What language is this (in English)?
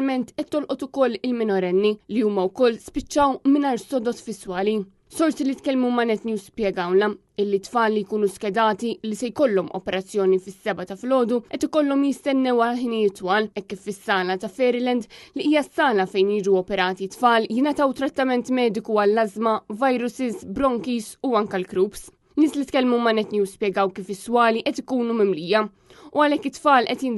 Maltese